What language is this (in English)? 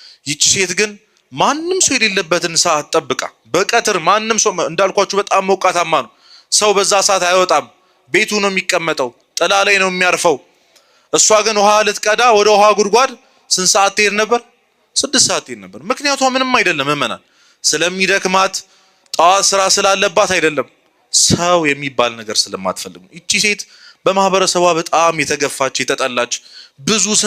Amharic